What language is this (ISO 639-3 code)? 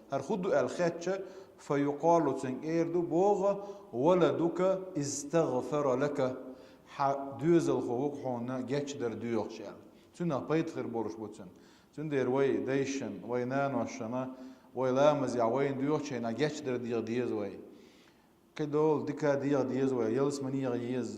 che